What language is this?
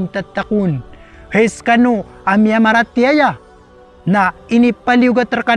Maranao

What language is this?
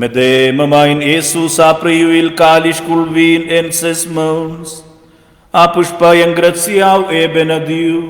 Romansh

